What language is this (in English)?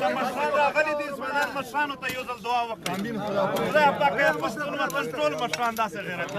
Pashto